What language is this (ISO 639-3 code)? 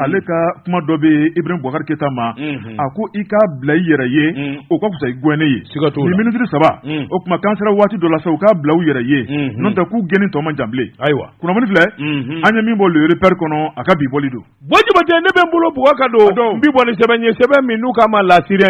bam